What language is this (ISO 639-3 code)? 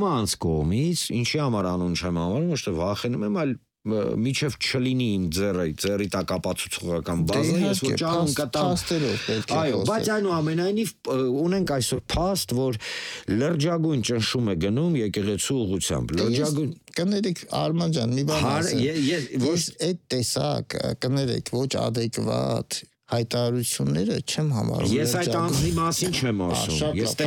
hye